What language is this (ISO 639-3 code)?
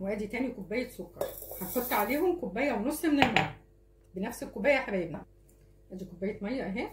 arz